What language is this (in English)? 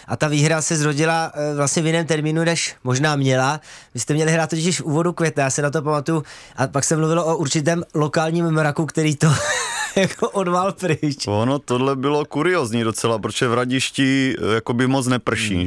Czech